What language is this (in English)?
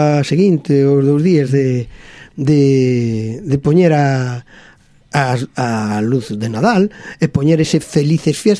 Galician